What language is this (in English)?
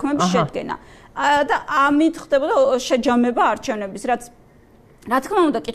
Georgian